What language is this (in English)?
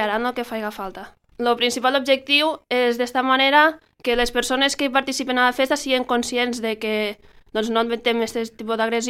Catalan